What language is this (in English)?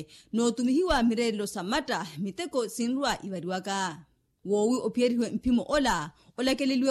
Makhuwa